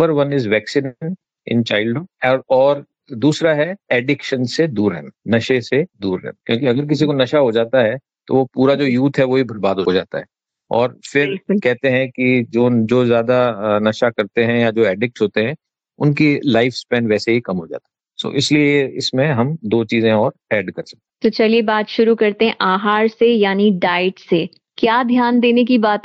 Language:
Hindi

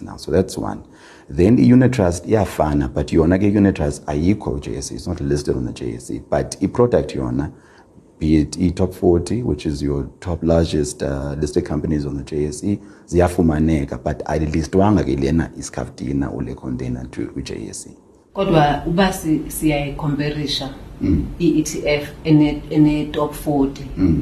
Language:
Xhosa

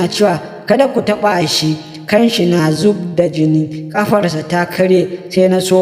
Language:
Hausa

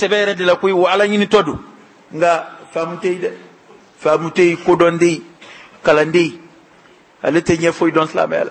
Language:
Bambara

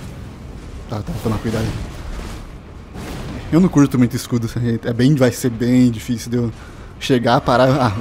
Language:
Portuguese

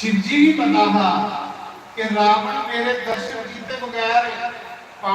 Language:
Dogri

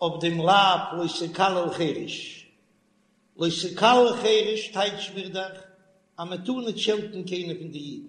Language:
Yiddish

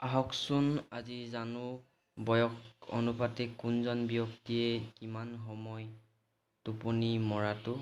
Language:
Assamese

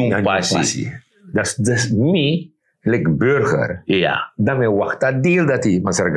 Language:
Sranan Tongo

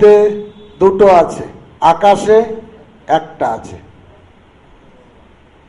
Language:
Bangla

